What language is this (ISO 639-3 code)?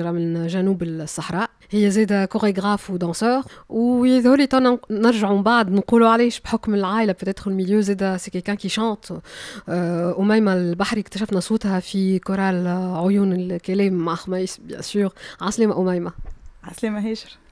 aeb